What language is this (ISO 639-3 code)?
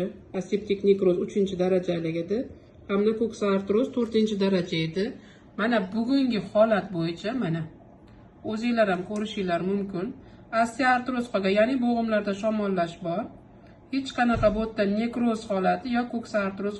uzb